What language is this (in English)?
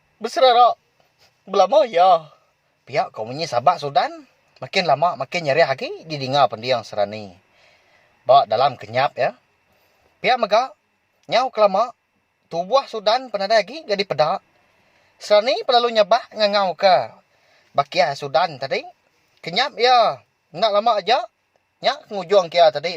Iban